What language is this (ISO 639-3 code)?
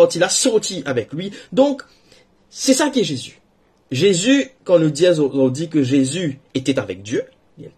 mfe